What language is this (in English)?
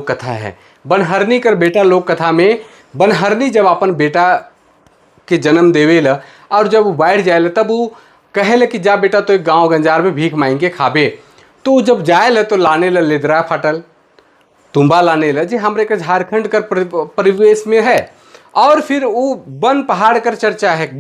Sadri